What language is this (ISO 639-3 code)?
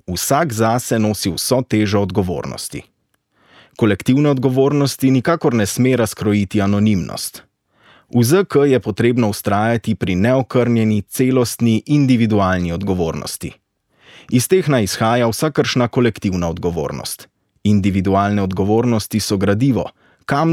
slv